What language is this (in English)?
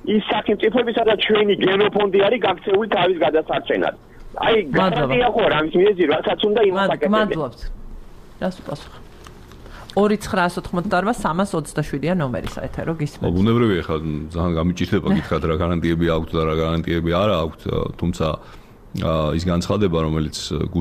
Georgian